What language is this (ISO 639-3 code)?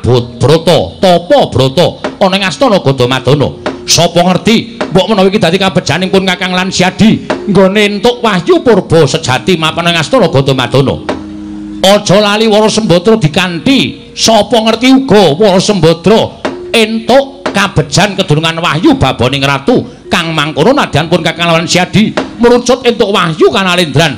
jav